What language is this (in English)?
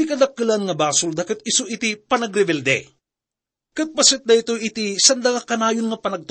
Iloko